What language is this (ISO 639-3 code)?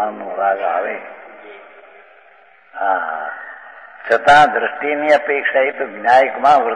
guj